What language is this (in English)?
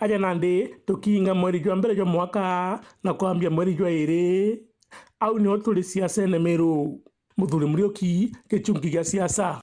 Meru